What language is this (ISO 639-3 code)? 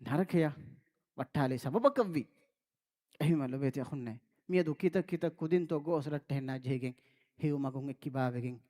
div